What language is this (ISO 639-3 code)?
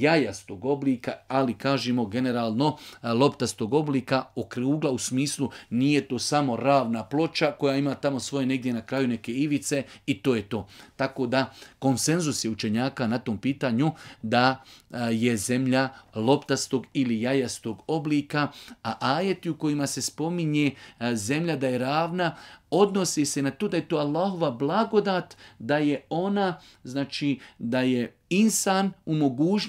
bos